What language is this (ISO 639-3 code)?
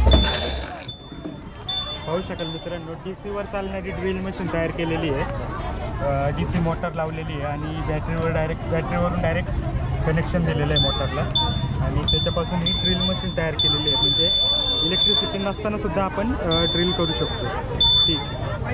mar